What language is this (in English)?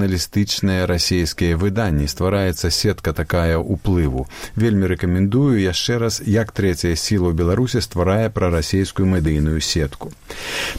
Belarusian